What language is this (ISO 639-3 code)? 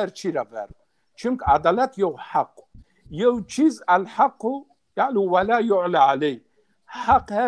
zza